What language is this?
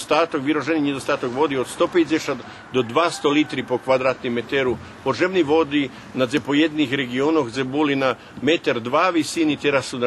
Rusyn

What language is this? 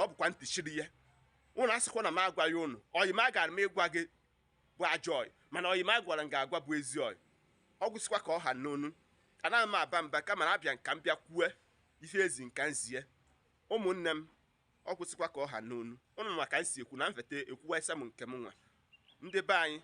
Igbo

